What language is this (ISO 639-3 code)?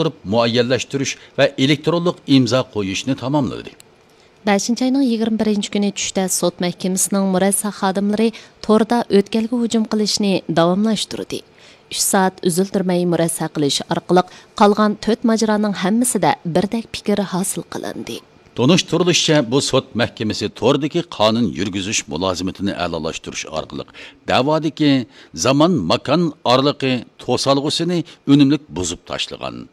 uig